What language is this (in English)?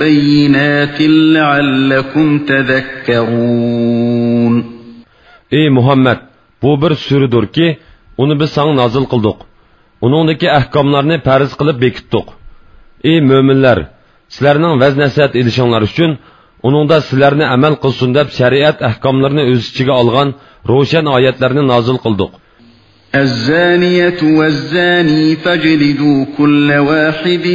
Uyghur